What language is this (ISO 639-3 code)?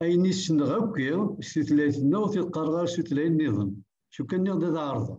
kab